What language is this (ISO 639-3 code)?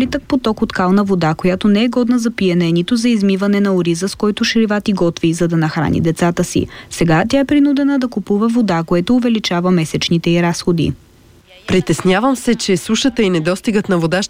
bul